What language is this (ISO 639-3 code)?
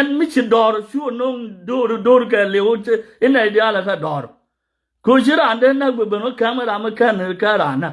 nus